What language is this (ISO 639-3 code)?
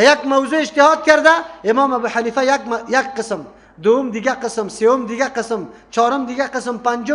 fas